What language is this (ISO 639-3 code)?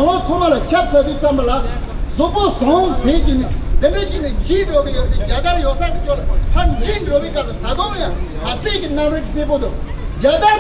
bod